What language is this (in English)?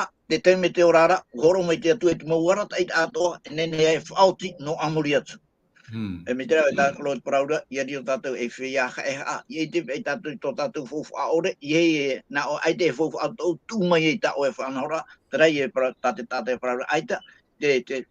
Tahitian